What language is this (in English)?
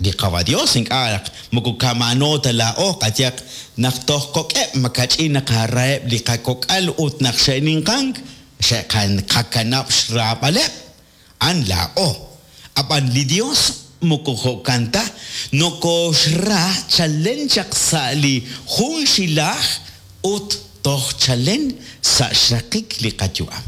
Kekchí